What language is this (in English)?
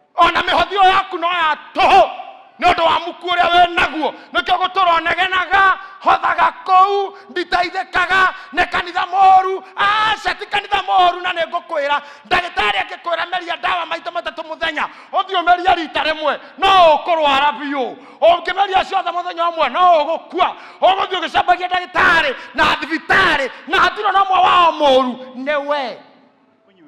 Kikuyu